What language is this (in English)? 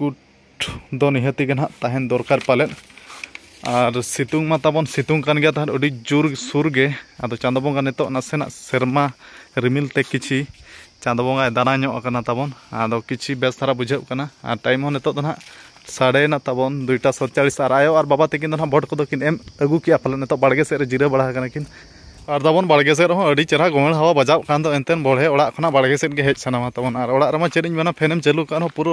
Santali